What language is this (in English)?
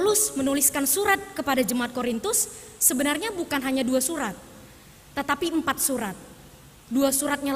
Indonesian